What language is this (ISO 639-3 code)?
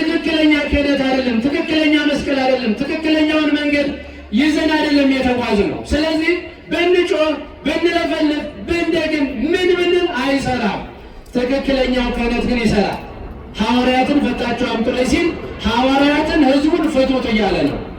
amh